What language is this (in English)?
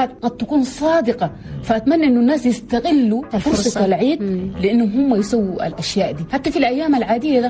Chadian Arabic